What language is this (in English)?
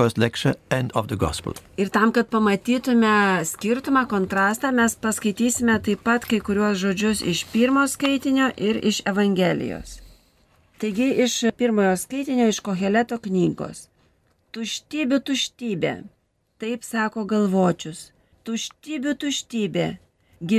Lithuanian